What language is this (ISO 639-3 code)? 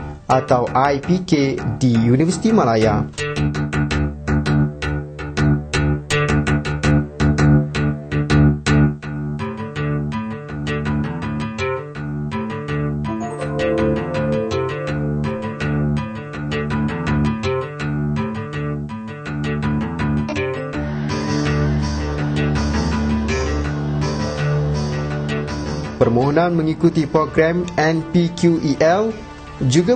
msa